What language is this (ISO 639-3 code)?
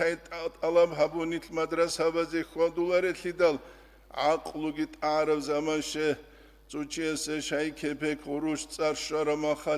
ava